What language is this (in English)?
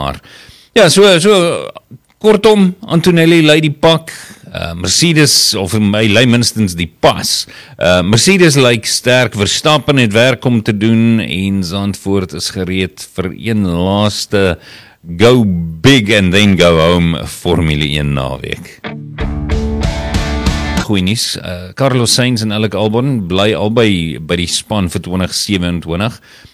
Afrikaans